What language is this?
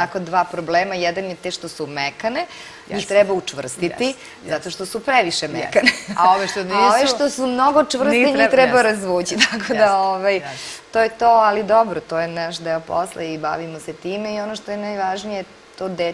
Serbian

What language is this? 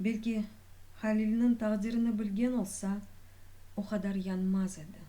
Crimean Tatar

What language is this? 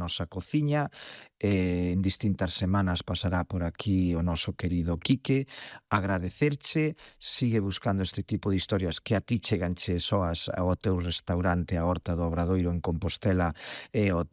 Galician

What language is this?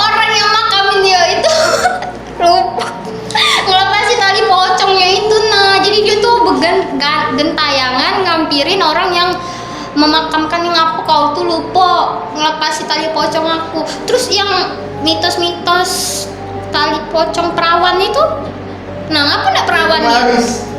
Musi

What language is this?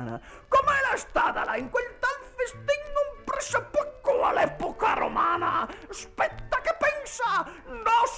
Venetian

